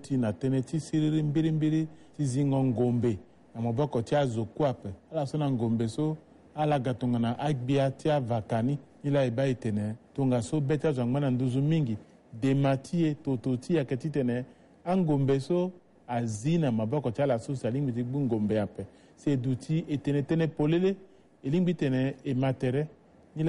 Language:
Sango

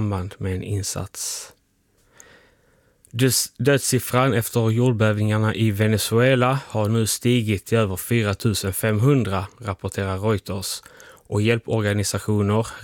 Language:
Swedish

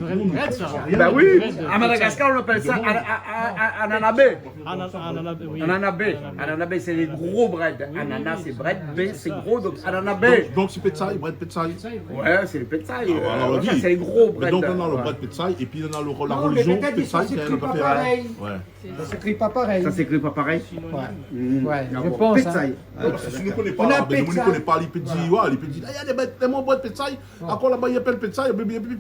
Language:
Réunion Creole French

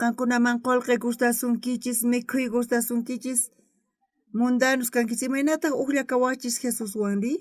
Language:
South Bolivian Quechua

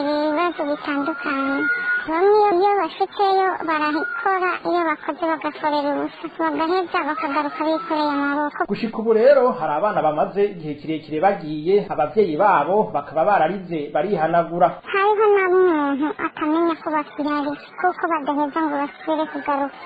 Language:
Rundi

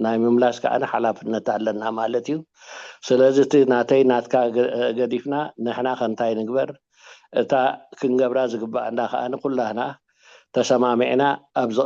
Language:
Tigrinya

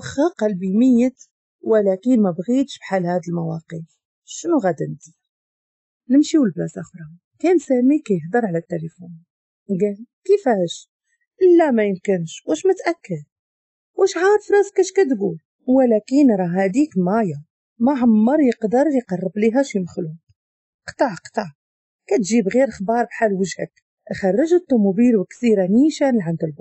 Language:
Moroccan Arabic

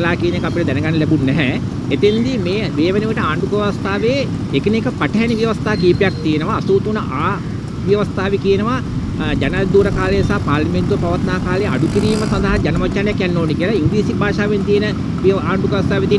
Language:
Sinhala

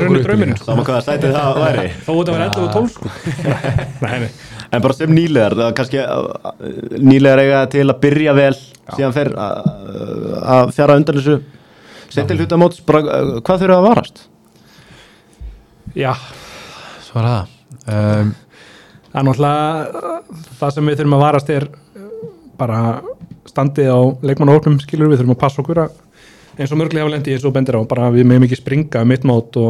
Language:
Icelandic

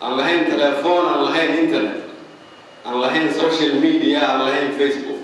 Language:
Somali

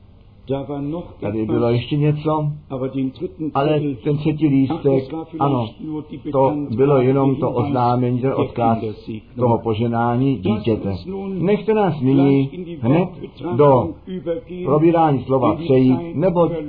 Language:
Czech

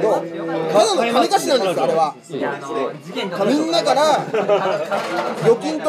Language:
Japanese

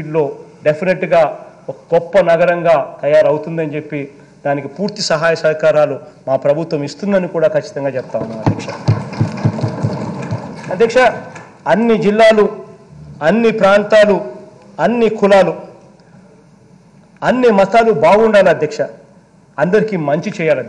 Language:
Telugu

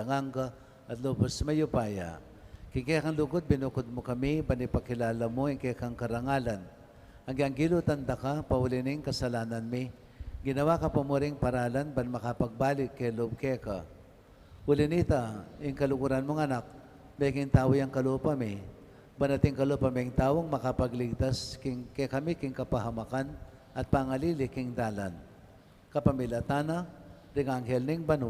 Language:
Pampanga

